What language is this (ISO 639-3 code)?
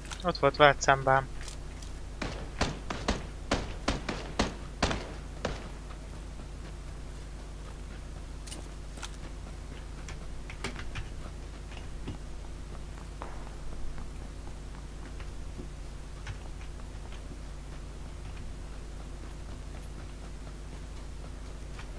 hun